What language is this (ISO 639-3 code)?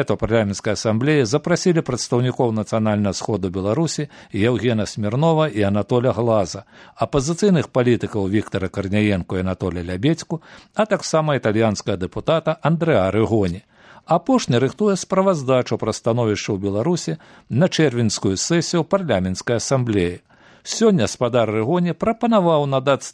bel